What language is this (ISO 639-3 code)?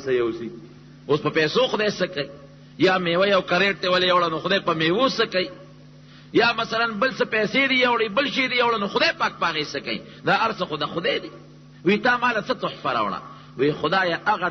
pus